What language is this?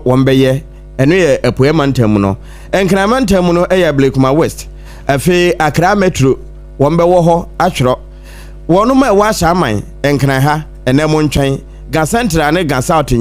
Akan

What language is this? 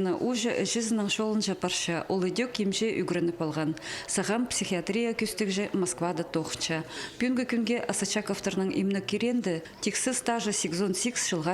Khakas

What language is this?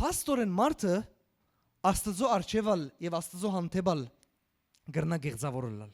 Western Armenian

